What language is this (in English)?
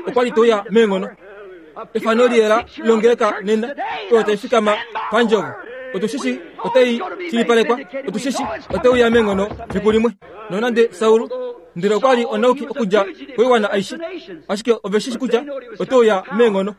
Kuanyama